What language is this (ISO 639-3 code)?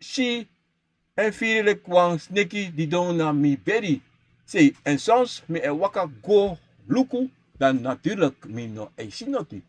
srn